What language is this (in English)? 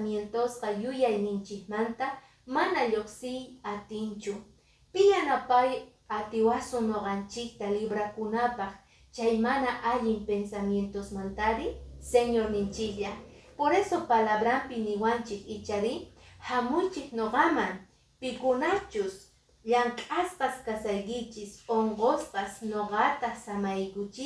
Quechua